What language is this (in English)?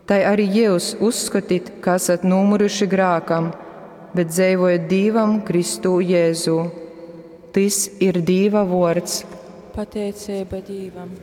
Latgalian